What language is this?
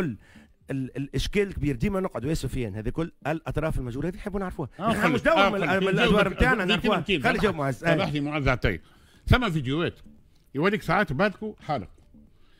Tunisian Arabic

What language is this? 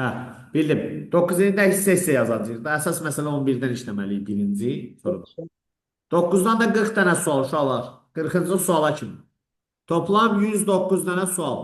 Azerbaijani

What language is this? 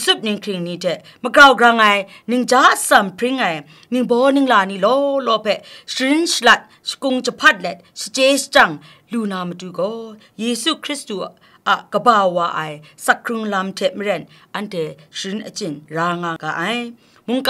Kachin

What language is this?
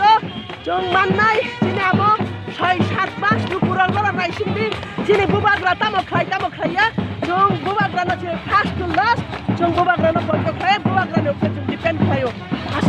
Kok Borok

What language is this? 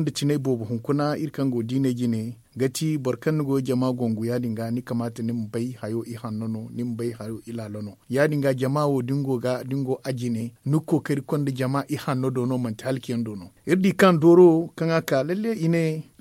Zarma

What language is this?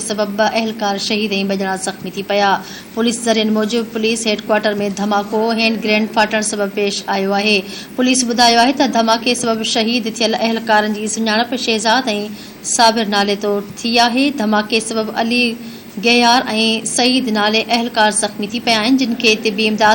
Sindhi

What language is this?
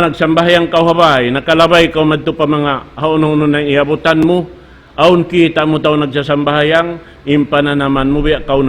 Tausug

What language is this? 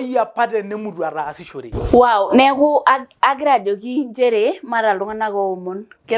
Masai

